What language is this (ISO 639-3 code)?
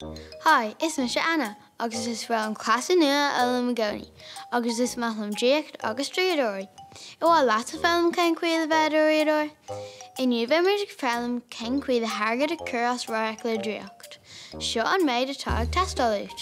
gle